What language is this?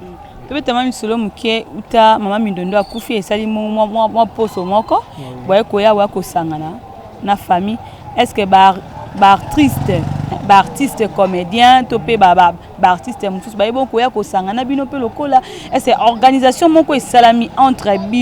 Lingala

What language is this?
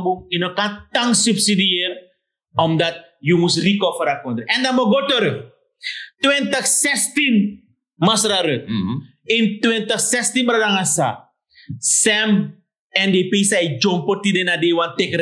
Sranan Tongo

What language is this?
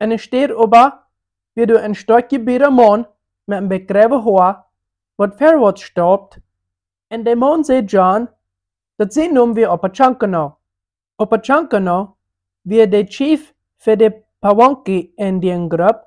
Plautdietsch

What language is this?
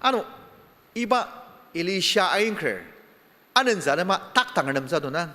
Ao Naga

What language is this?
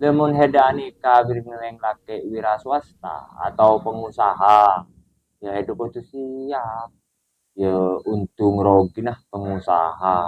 Madurese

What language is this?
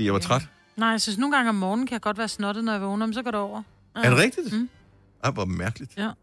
Danish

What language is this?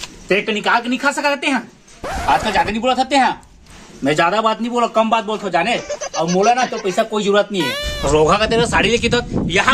Chhattisgarhi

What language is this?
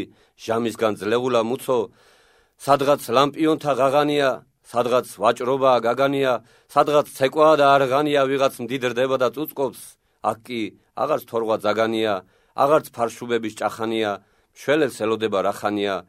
Georgian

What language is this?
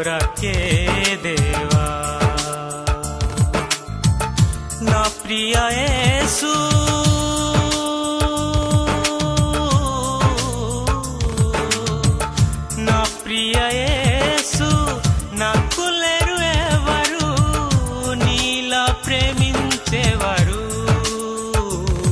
Telugu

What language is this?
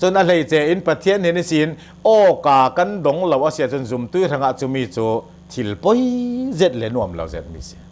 Hakha Chin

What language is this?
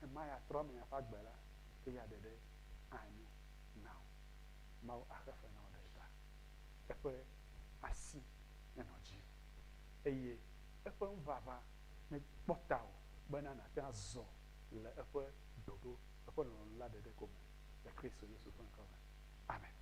Ewe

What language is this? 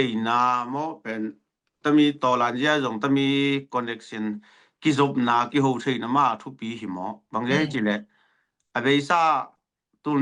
Tedim Chin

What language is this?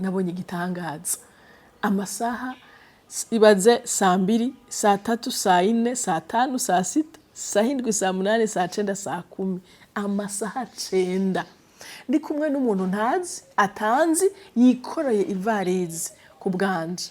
Rundi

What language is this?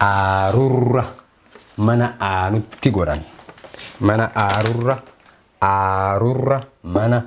Oromo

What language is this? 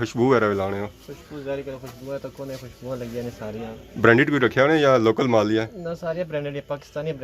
Pahari-Potwari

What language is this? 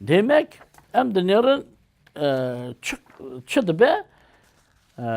Kurdish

